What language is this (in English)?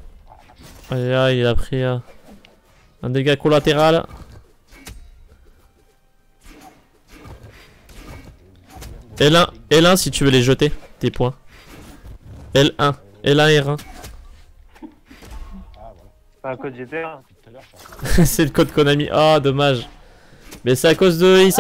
French